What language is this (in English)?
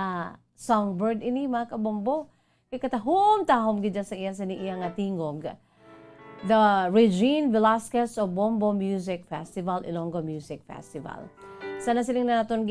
Hiligaynon